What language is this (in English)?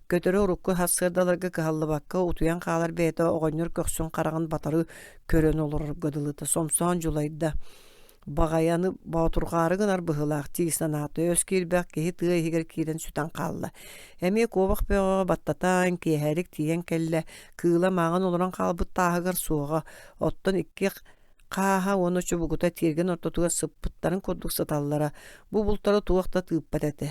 Yakut